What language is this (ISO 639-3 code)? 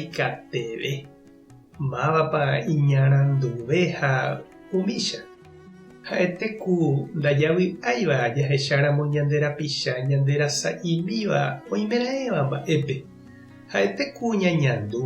grn